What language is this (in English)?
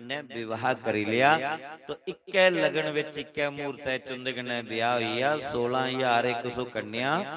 Dogri